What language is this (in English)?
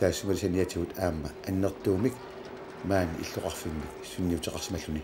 Kalaallisut